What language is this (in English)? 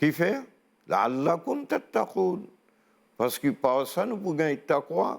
Morisyen